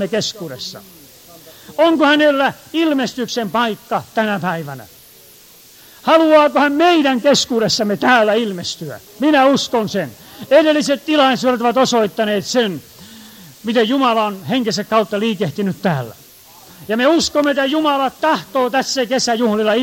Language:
Finnish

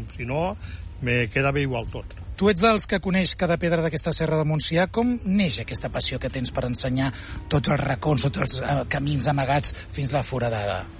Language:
Catalan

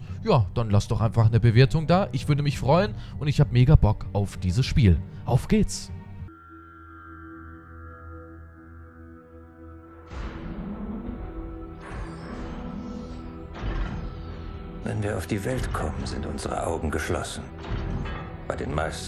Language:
German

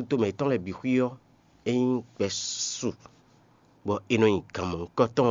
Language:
Fon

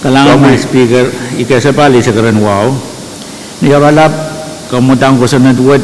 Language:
Pohnpeian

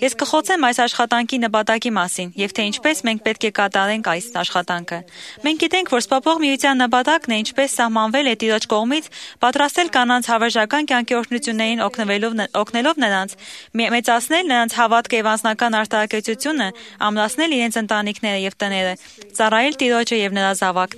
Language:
Armenian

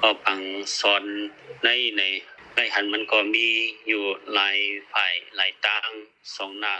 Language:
Shan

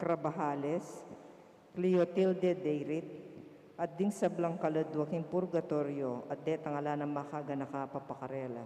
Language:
Pampanga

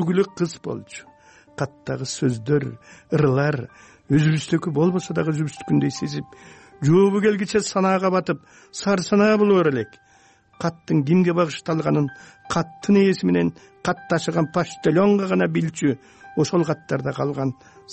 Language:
Kyrgyz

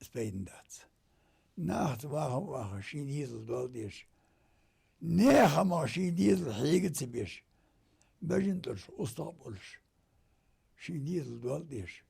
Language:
Ingush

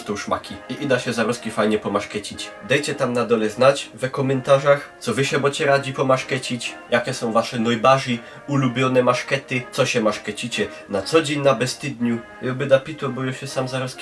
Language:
Silesian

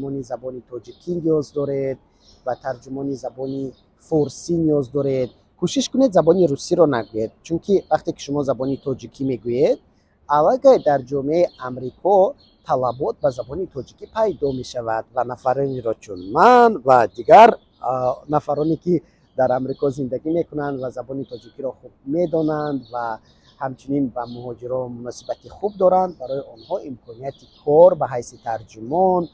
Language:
Tajik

